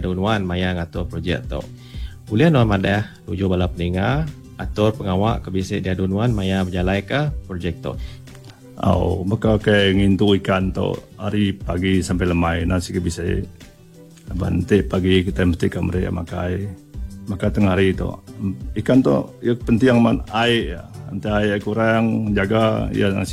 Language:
Iban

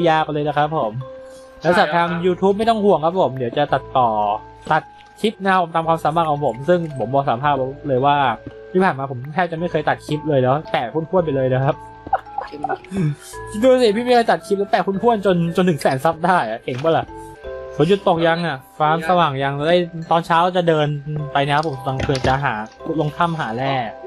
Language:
Thai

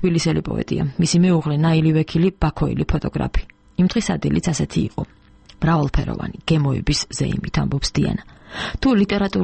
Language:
Georgian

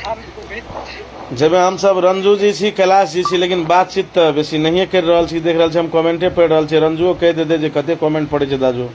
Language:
Maithili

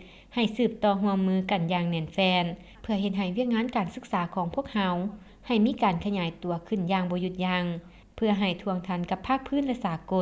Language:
Lao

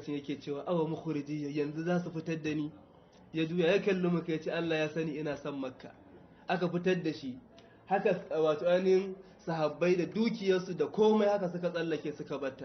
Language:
Hausa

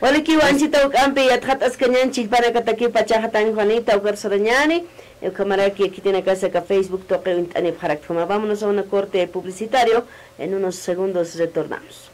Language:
Aymara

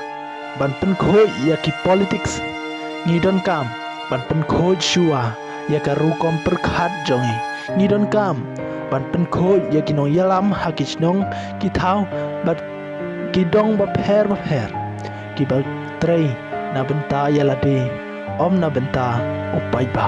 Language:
Khasi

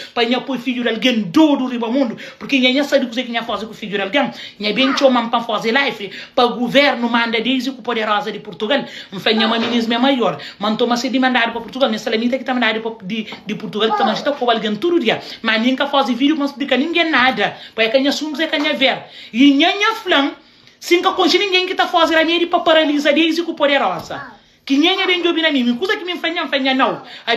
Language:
Kabuverdianu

